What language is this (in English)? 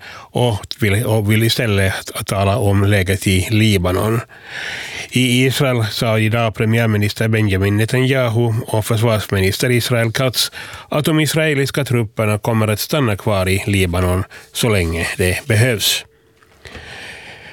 Swedish